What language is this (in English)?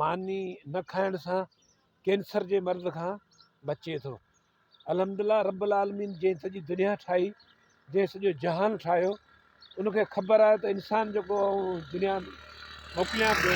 Sindhi